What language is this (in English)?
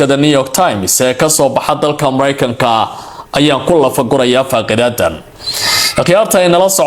Somali